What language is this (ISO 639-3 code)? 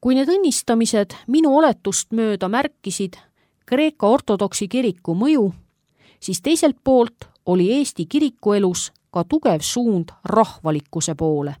est